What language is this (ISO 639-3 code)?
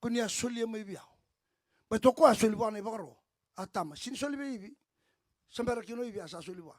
fij